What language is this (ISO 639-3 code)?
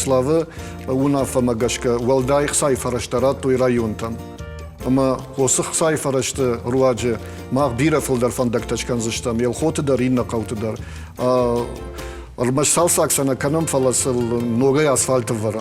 oss